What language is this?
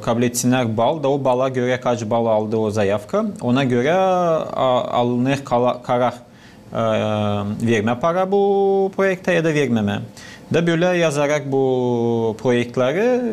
Gagauz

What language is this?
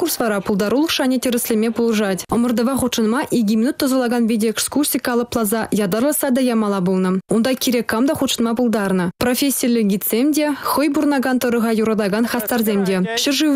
Chuvash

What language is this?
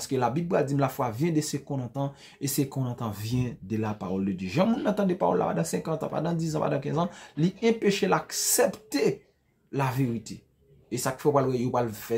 Haitian Creole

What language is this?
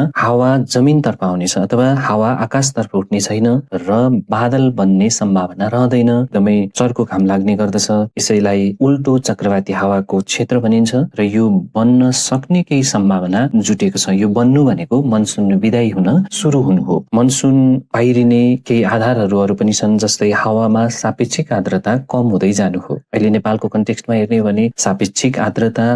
Nepali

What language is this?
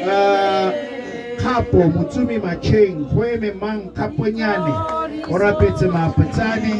Tswana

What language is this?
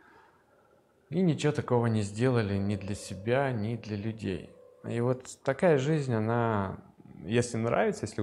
Russian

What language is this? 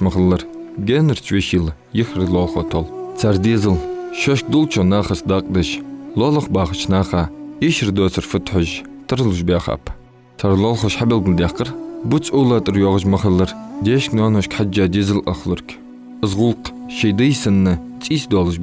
Ingush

